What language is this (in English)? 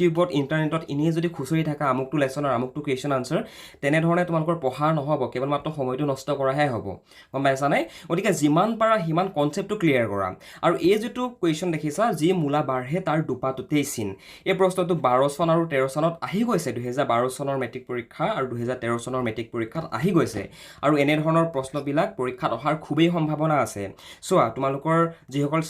Assamese